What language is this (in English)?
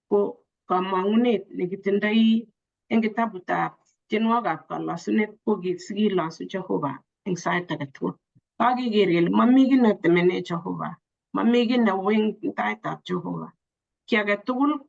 Kalenjin